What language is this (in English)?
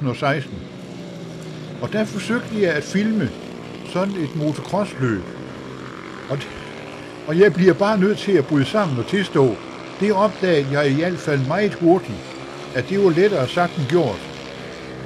Danish